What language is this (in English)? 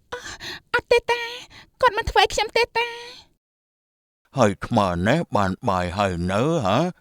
Khmer